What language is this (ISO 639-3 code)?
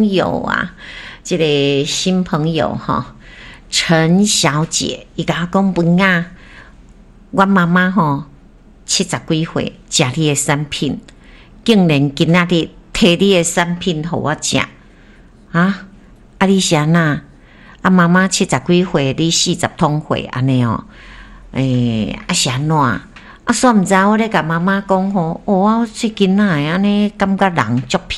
nan